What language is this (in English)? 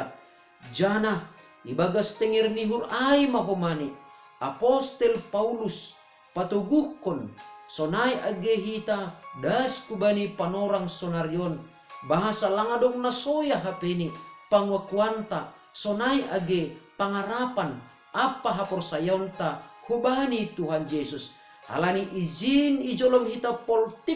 Batak Simalungun